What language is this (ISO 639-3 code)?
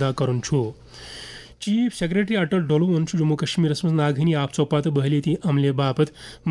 kas